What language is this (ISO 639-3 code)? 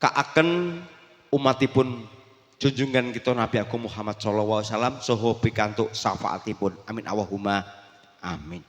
jav